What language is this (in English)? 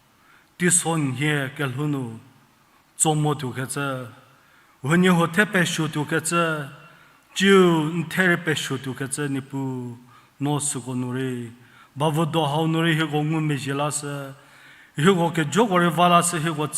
Angami Naga